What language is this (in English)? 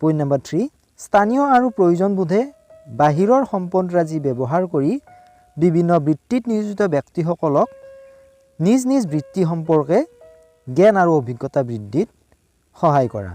Assamese